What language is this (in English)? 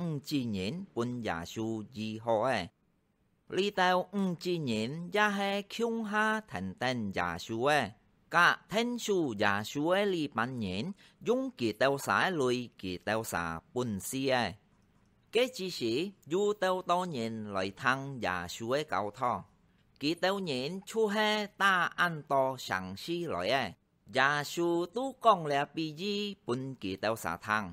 Hakka Chinese